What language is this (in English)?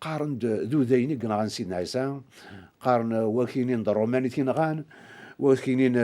Kabyle